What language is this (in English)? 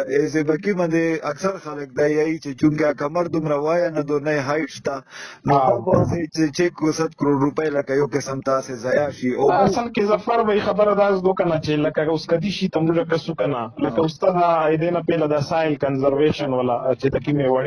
Pashto